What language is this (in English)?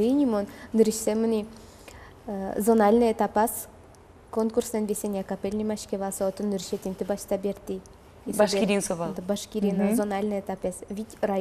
Udmurt